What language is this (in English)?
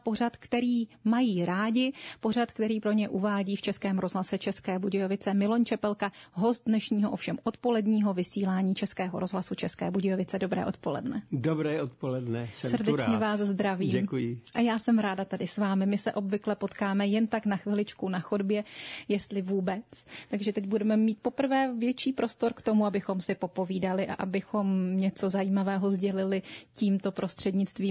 Czech